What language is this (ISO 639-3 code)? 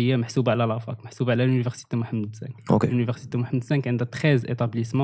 ary